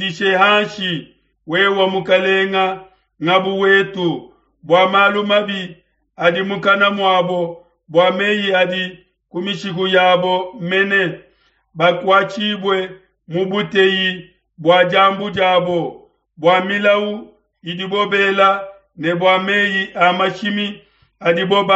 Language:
Luba-Lulua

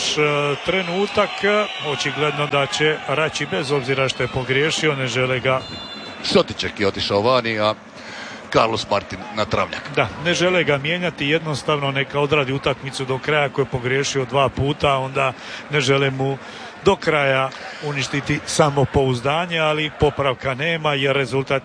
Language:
Croatian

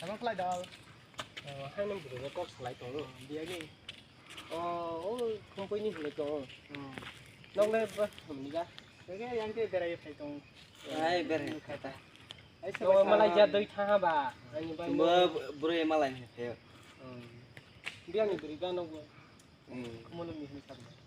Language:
Kok Borok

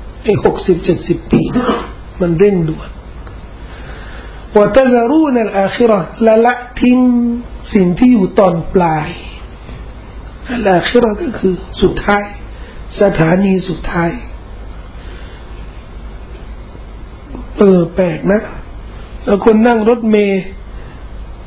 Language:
Thai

